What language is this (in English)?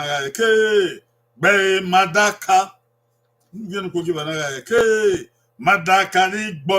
Bini